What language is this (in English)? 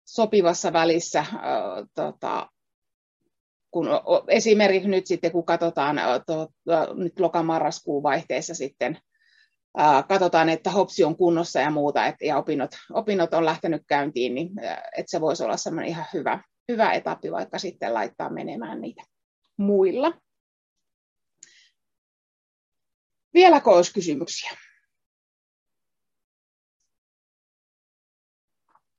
Finnish